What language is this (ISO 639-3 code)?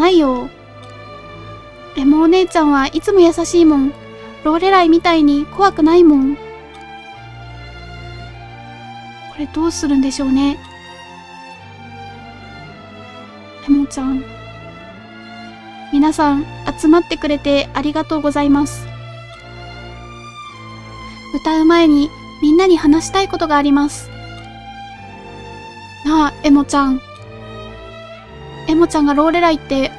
jpn